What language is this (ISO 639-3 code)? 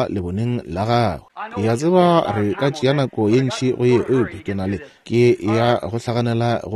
nso